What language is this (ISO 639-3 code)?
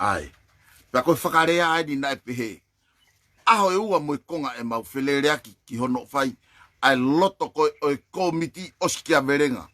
ton